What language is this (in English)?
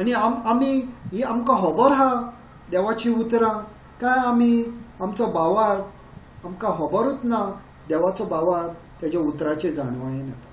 Konkani